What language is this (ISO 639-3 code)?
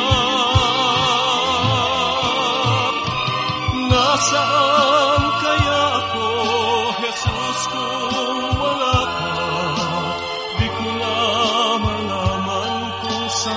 fil